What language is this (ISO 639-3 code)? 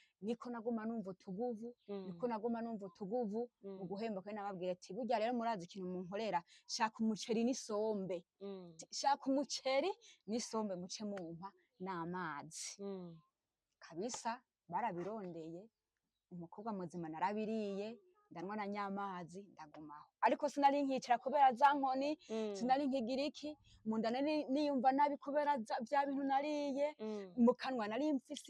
run